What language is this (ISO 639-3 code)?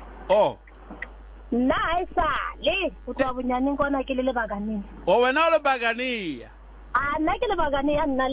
sot